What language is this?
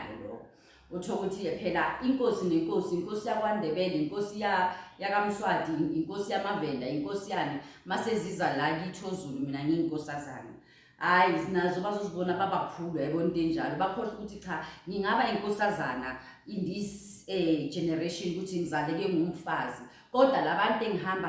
Zulu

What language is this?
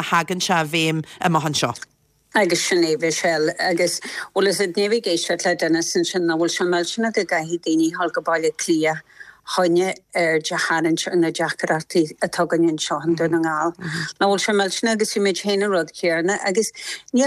Irish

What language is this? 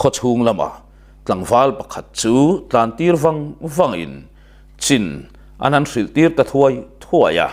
Mizo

